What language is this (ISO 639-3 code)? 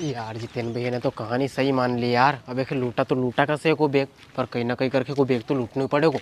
raj